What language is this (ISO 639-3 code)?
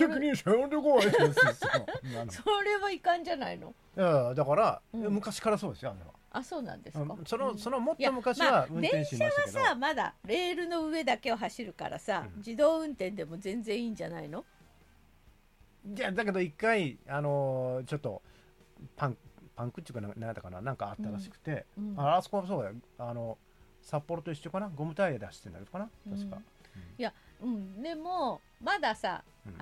jpn